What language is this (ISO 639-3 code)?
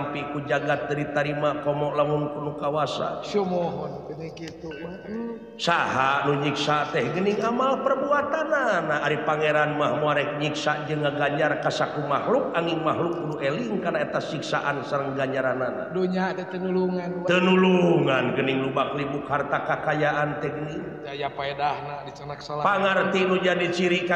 sun